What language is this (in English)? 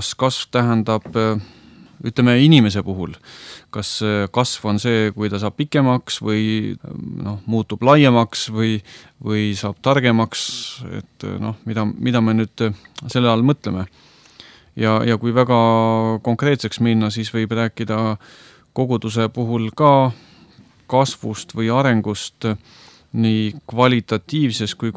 Estonian